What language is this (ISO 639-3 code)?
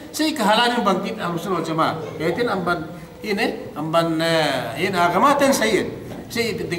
yka